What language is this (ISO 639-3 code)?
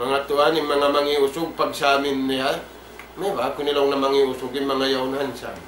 tsg